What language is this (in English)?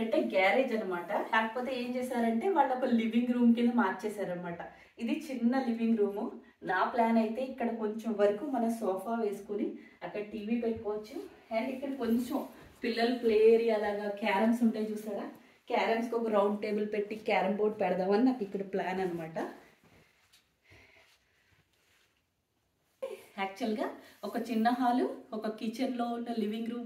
Telugu